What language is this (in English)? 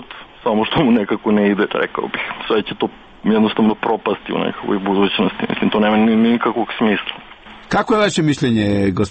Croatian